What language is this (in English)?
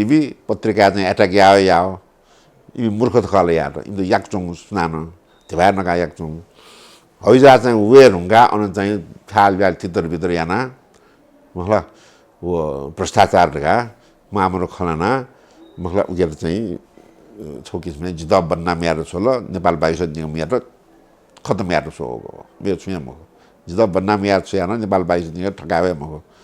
Newari